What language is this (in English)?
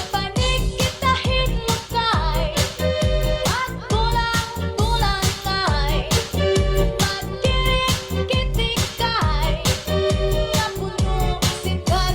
Waray